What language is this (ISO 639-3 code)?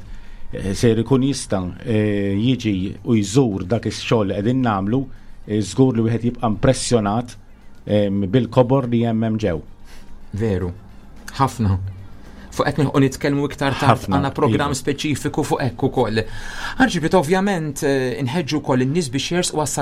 mlt